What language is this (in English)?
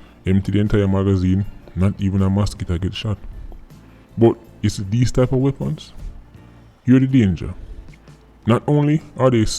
Jamaican Creole English